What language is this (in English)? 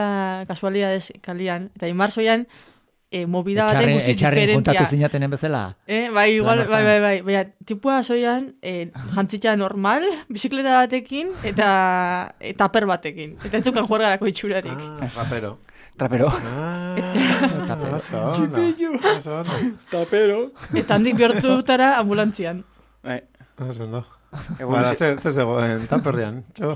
Basque